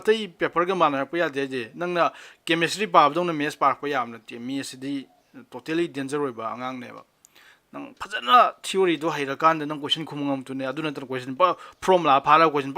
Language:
Manipuri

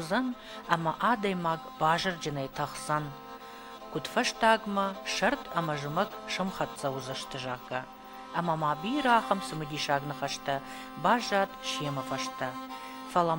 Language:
Ossetic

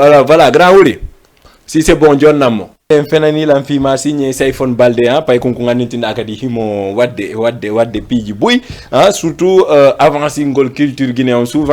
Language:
Fula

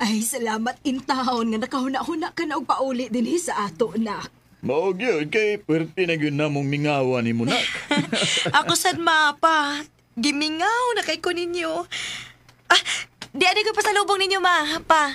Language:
Cebuano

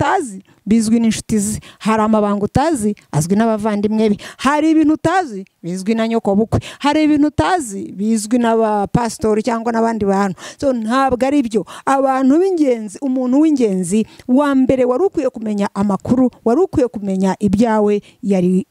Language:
Kinyarwanda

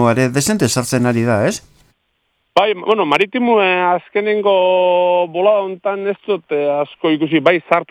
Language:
Basque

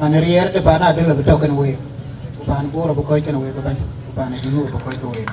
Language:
Dinka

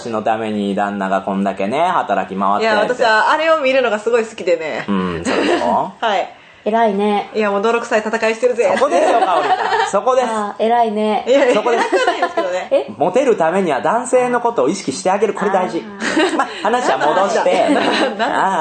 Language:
Japanese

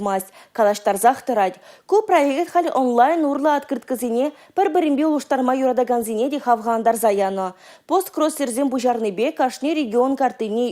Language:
Chuvash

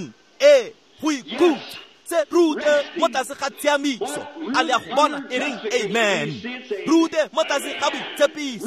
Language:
Tswana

